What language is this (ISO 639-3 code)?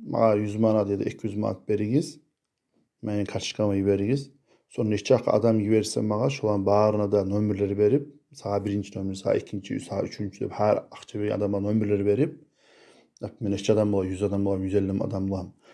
kum